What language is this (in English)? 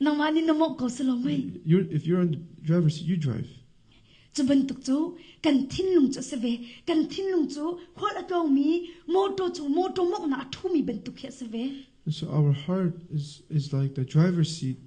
Hakha Chin